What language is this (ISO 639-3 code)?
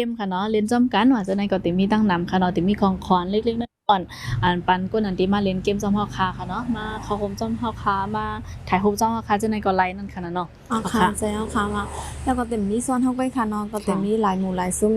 shn